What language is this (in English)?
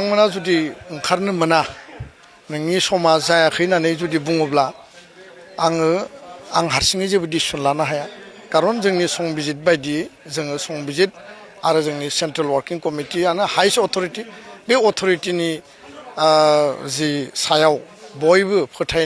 Bodo